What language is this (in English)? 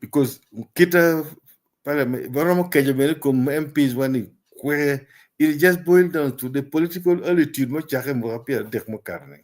Acoli